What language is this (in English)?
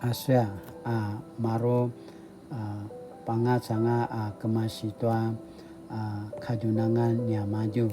Paiwan